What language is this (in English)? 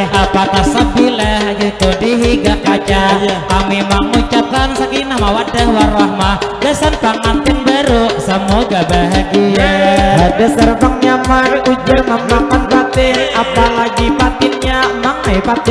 Banjar